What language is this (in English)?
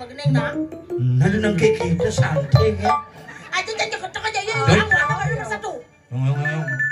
Balinese